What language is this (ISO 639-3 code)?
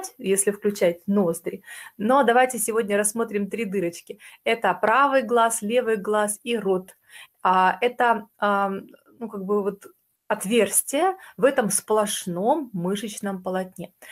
rus